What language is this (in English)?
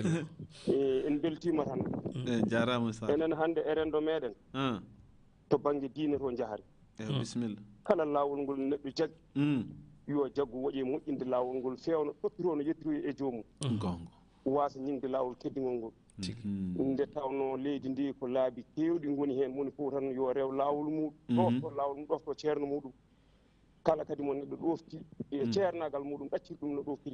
Fula